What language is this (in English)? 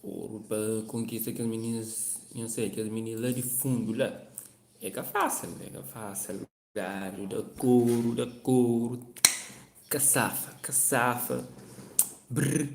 Kabuverdianu